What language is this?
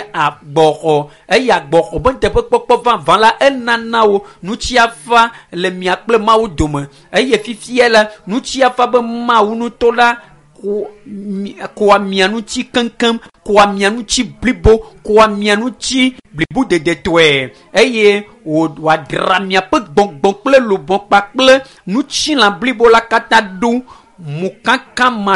Ewe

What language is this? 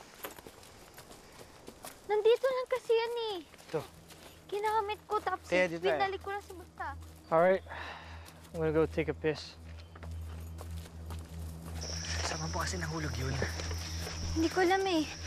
Filipino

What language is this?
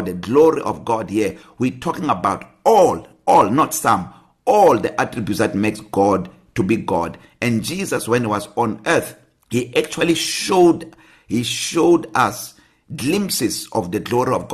English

